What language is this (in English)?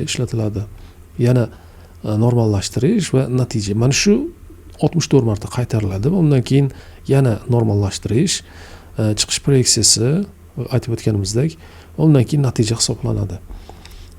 Uzbek